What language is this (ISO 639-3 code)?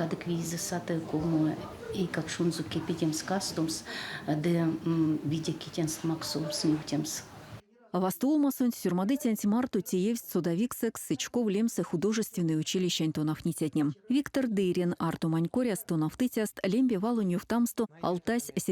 myv